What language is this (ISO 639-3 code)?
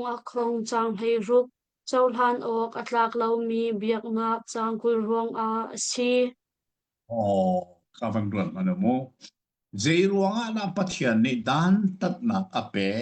cnh